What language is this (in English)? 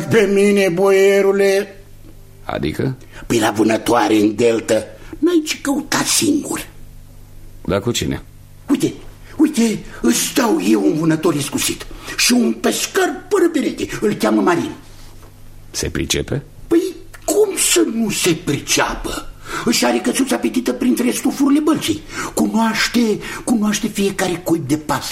Romanian